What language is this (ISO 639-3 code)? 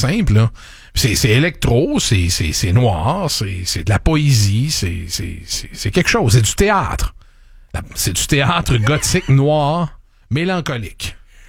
fra